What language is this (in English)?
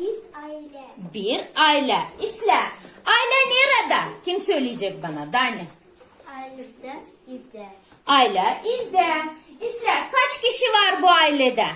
Gagauz